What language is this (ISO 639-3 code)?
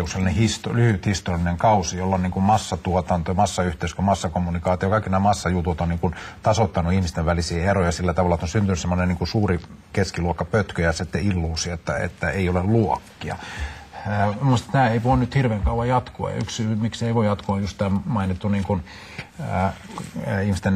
fin